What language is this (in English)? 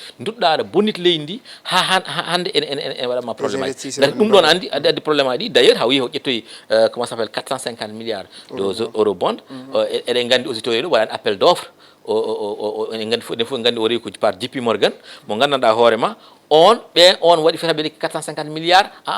Fula